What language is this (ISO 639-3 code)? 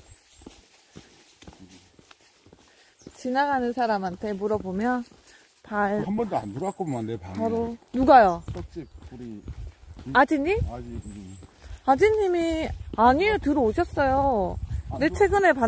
kor